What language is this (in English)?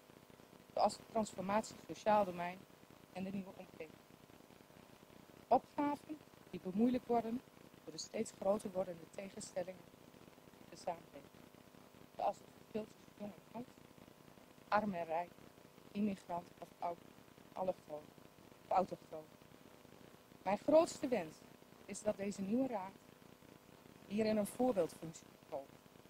Dutch